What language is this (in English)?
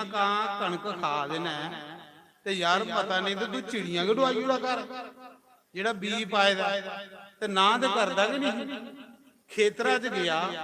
Dogri